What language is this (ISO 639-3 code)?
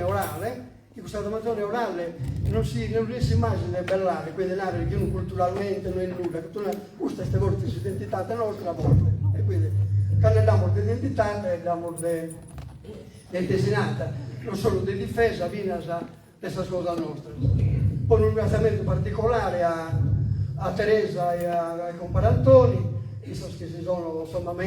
srd